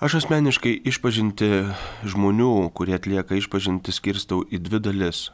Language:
Lithuanian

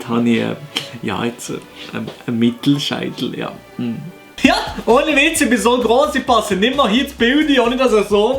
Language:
Swiss German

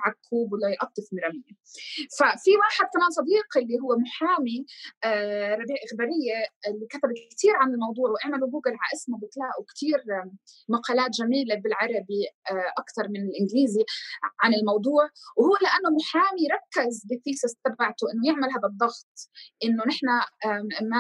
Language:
North Levantine Arabic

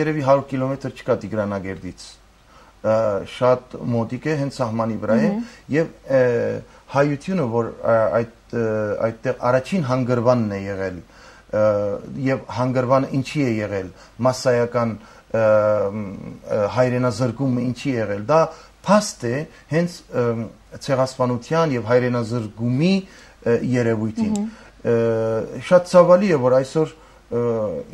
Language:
Armenian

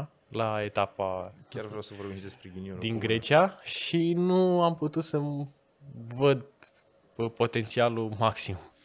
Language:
Romanian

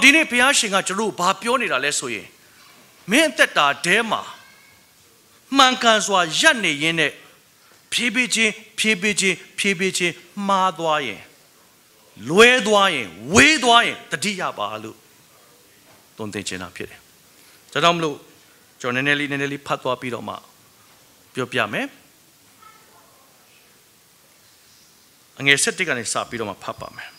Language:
Burmese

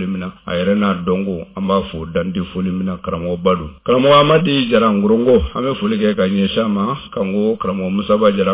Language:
Bambara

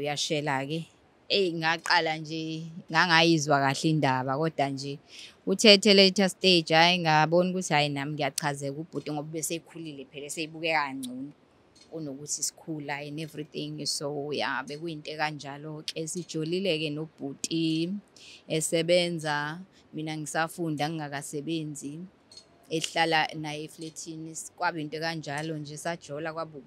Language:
Zulu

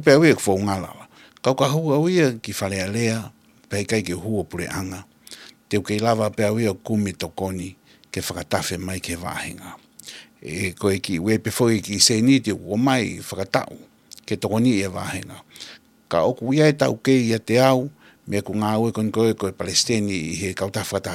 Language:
Tongan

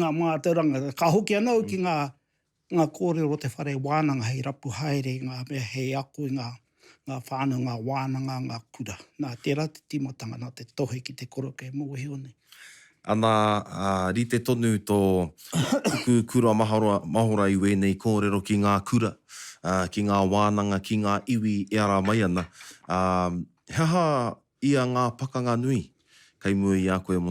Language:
Māori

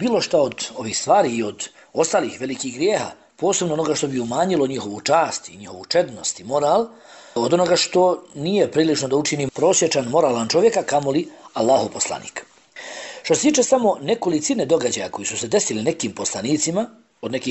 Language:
Bosnian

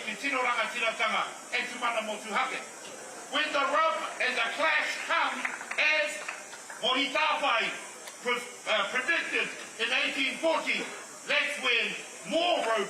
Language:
Māori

